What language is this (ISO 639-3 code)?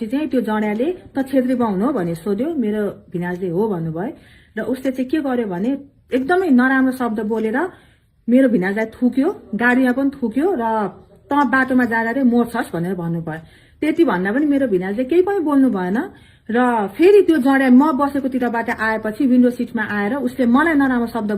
nep